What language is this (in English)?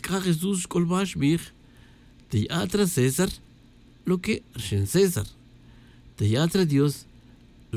Tz'utujil